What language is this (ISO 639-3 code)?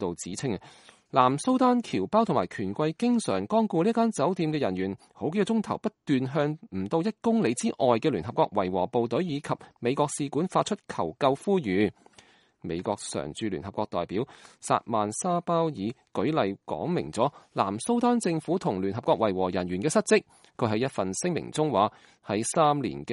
yue